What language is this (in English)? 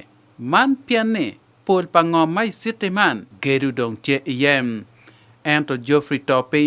Acoli